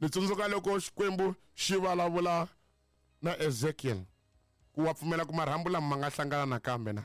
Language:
Tsonga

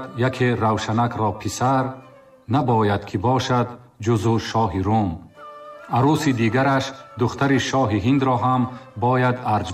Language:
Tajik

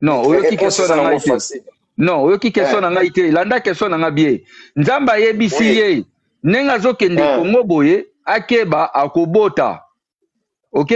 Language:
Lingala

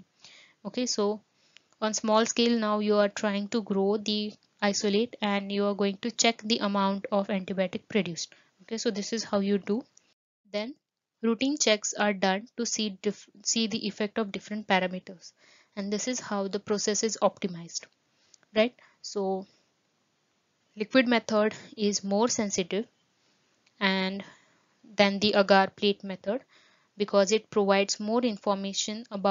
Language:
English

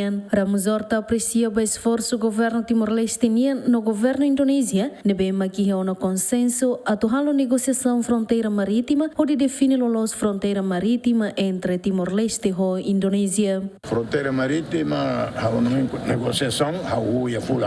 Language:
Tetum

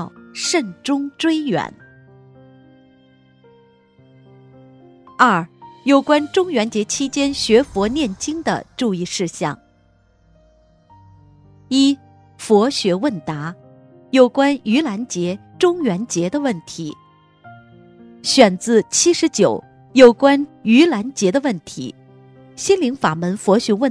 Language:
Chinese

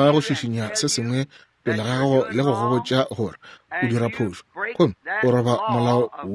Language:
Northern Sotho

